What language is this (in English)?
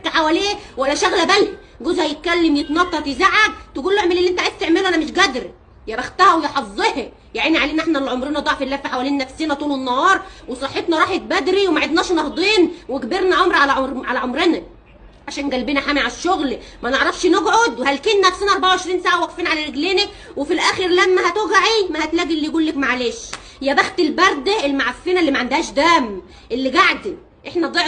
Egyptian Arabic